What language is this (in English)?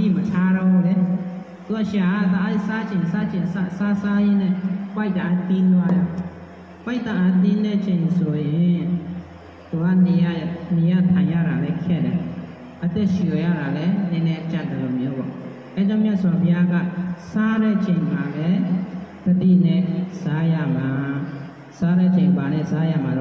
Burmese